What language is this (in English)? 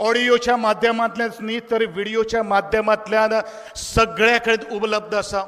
Konkani